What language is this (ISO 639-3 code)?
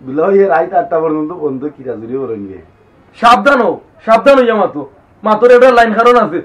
syl